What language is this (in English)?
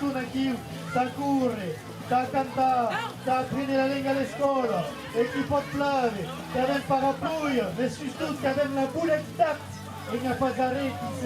Occitan